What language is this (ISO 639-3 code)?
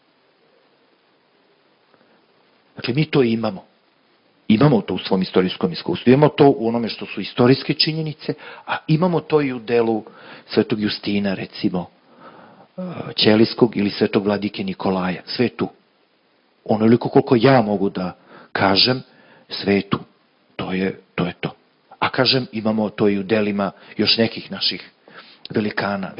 srp